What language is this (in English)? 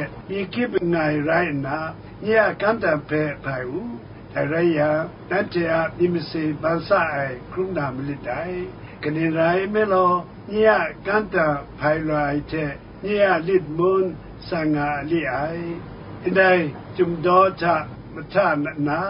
Kachin